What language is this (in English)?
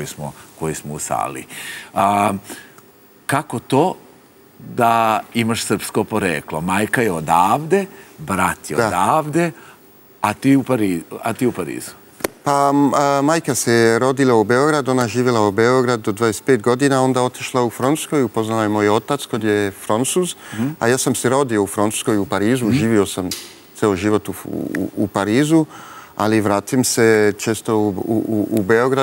Serbian